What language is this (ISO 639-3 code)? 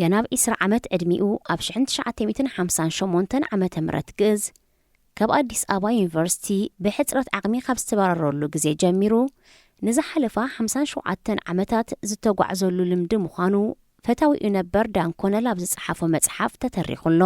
tir